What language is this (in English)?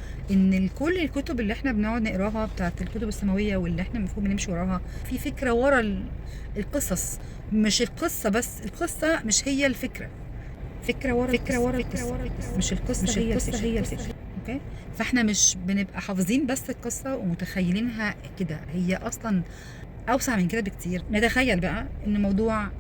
Egyptian Arabic